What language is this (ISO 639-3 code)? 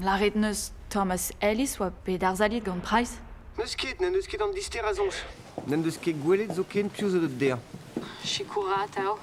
bre